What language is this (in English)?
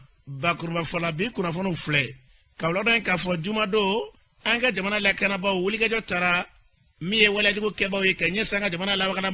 Bambara